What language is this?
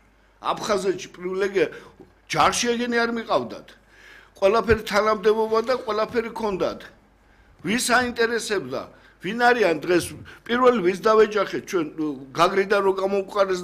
Georgian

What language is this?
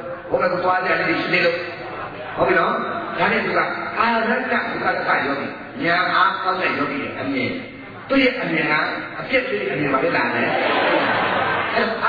Burmese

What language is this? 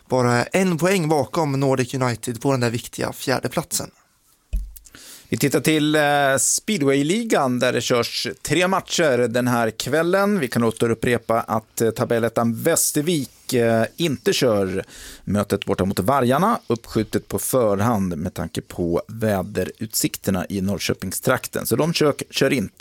Swedish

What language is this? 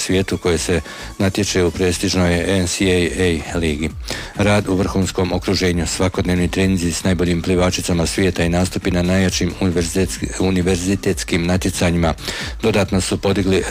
Croatian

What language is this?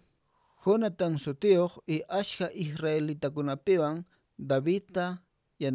Quechua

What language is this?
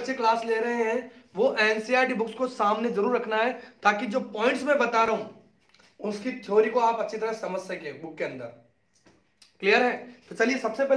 Hindi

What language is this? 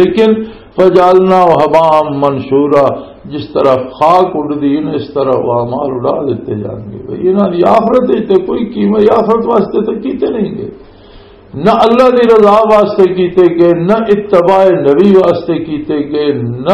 Western Panjabi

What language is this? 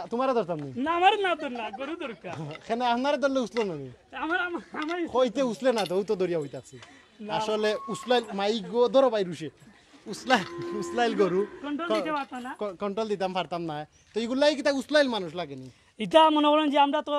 Sylheti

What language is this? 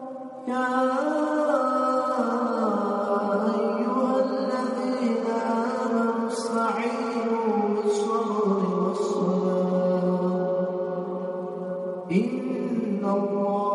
Arabic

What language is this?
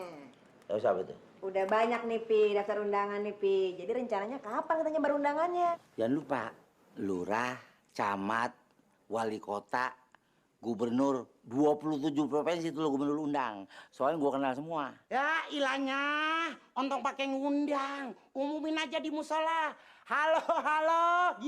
Betawi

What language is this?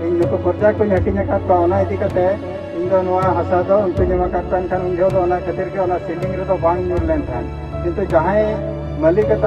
Santali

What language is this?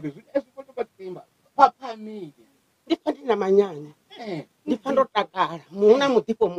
Venda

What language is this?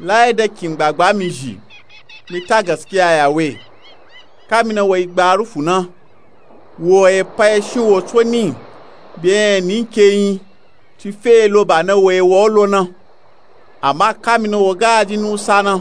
Nupe-Nupe-Tako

